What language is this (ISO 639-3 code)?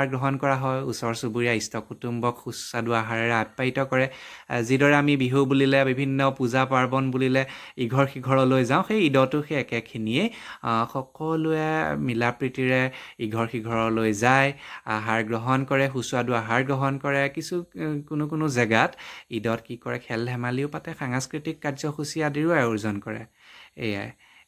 asm